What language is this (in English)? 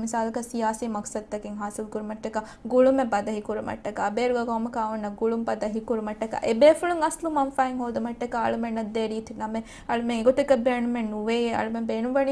Divehi